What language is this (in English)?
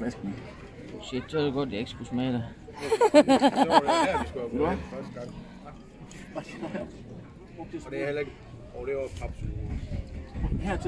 Danish